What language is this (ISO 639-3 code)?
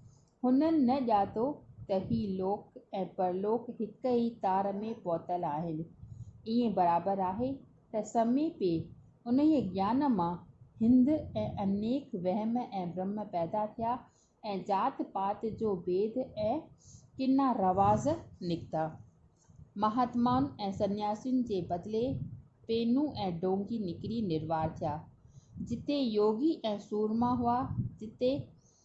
snd